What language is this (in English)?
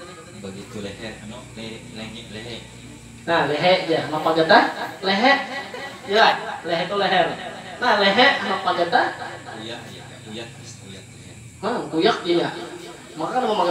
Banjar